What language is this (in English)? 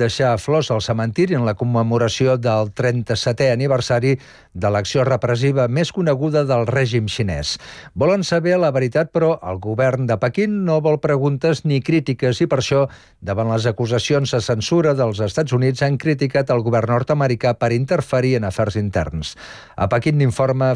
Catalan